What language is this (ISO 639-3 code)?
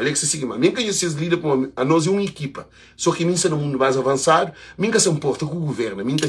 kea